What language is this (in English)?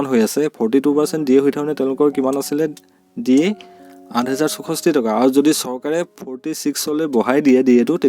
Assamese